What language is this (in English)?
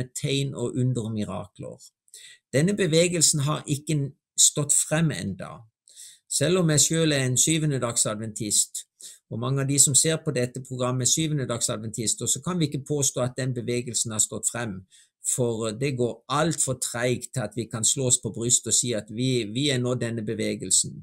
Norwegian